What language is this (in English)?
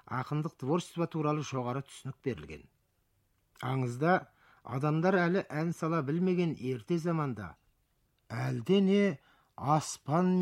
Kazakh